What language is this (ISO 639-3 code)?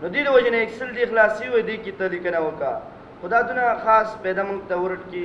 pus